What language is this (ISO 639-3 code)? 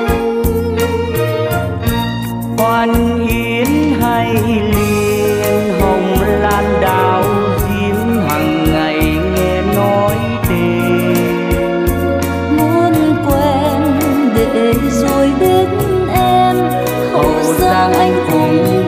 vie